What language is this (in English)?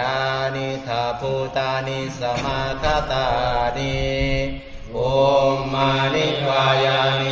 Pali